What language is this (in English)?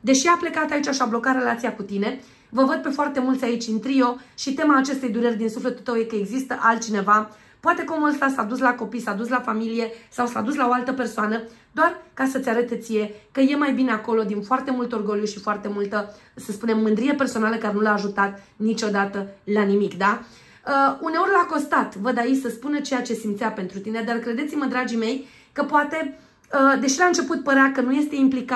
Romanian